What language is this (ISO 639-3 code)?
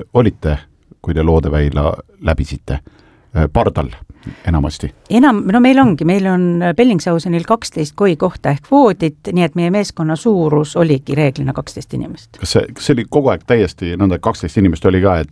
est